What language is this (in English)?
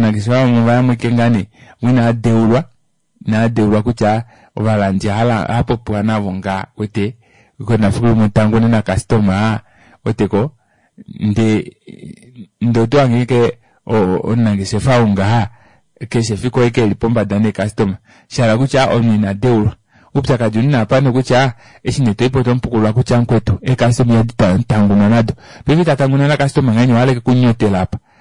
Kuanyama